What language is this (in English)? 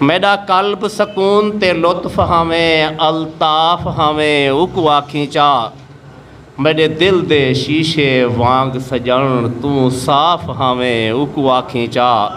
Saraiki